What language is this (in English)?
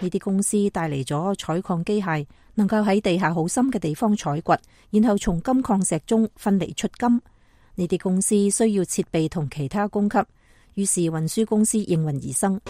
Cantonese